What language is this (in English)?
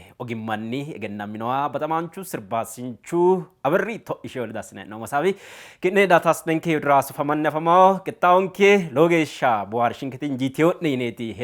Sidamo